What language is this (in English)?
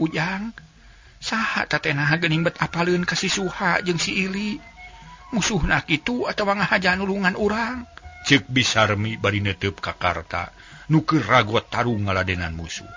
Sundanese